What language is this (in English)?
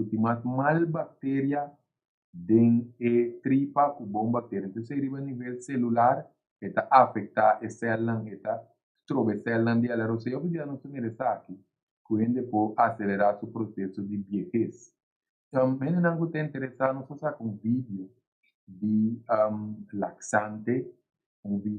Papiamento